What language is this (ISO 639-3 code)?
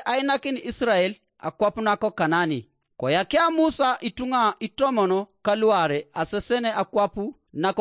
teo